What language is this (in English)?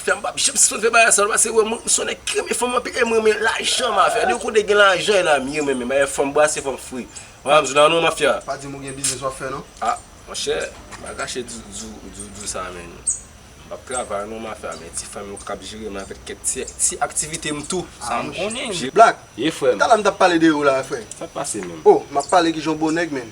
Haitian Creole